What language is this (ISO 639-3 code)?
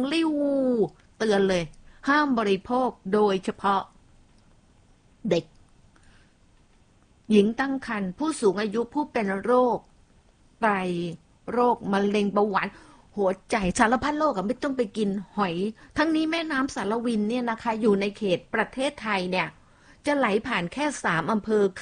tha